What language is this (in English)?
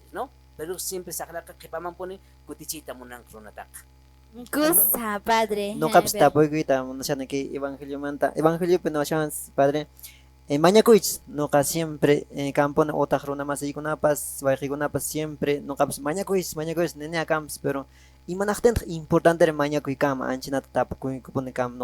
Quechua